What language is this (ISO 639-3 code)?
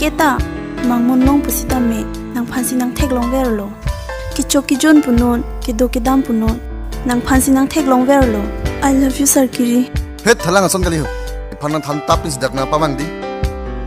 mjw